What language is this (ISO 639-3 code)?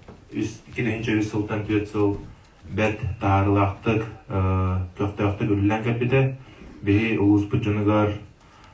sah